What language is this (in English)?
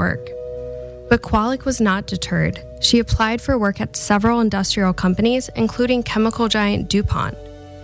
English